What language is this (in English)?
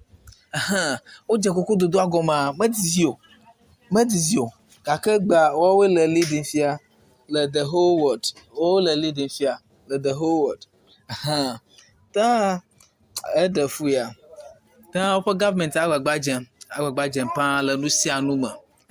Ewe